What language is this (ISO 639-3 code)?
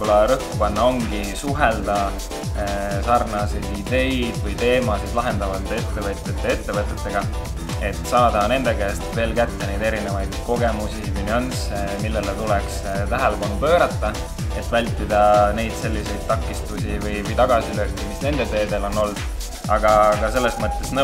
est